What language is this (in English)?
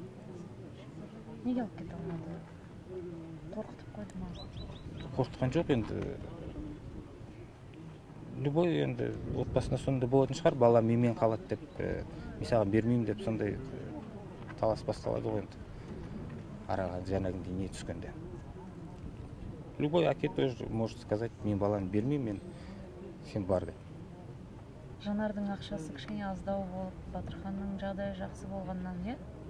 Kazakh